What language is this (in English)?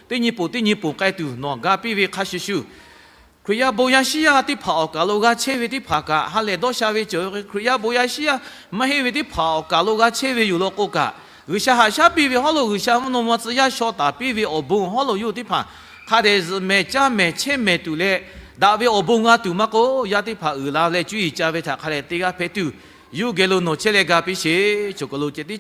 Lahu